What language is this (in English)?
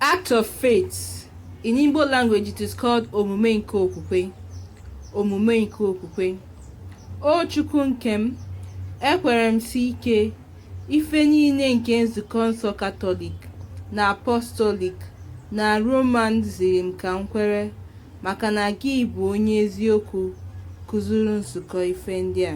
Igbo